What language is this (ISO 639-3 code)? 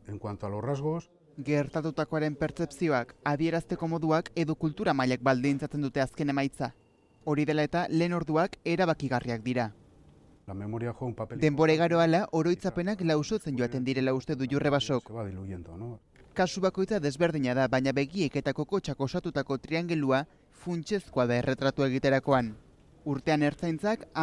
eus